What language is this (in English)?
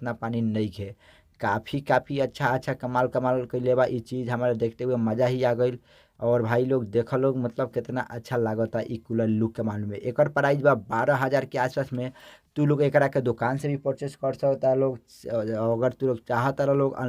Bhojpuri